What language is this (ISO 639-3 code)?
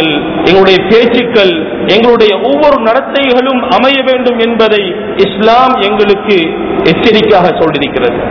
tam